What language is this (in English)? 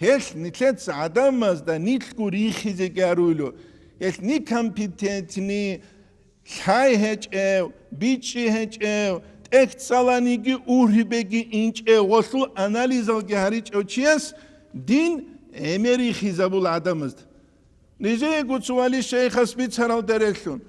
Avaric